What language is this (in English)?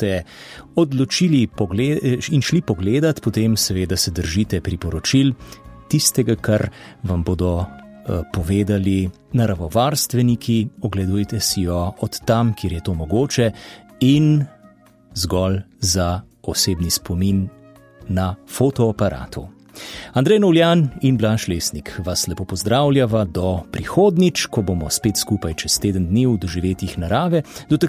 Slovenian